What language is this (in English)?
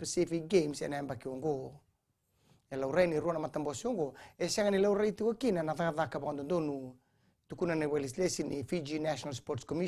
Fijian